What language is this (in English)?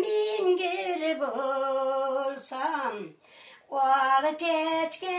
Tatar